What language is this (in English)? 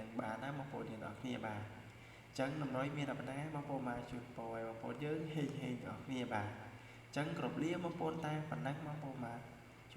Khmer